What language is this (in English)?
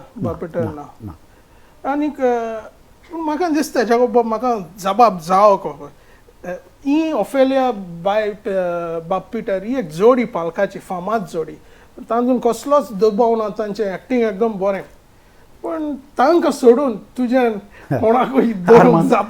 Konkani